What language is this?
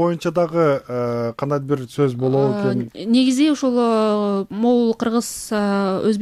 Kyrgyz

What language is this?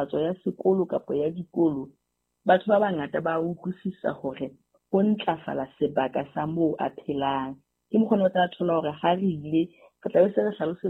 Southern Sotho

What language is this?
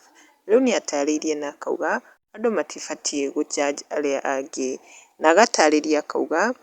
Kikuyu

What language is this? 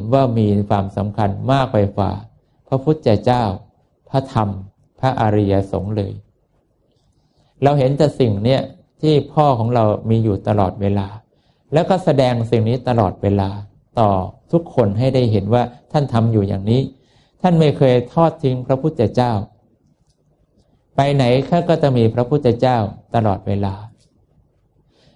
Thai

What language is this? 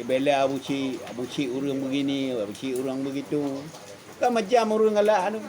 Achinese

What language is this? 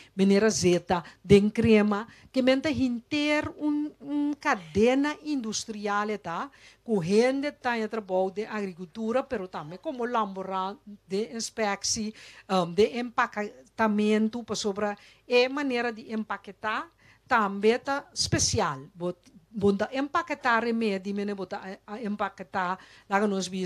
Papiamento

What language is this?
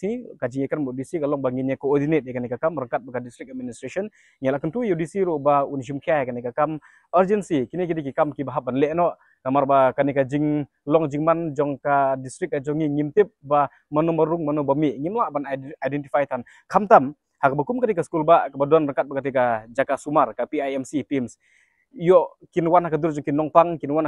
Khasi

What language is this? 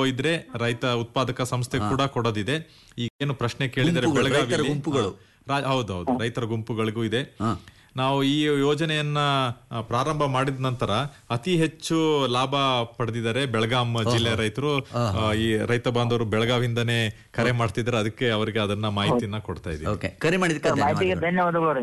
Kannada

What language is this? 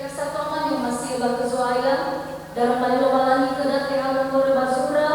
Nias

